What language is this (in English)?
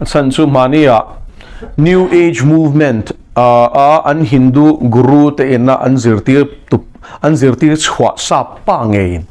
Mizo